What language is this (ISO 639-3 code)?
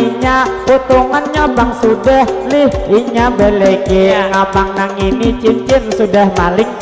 bjn